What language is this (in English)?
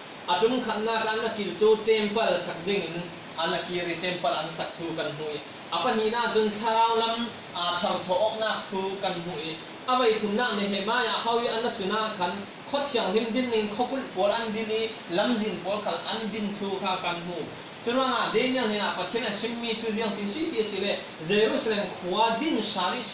Falam Chin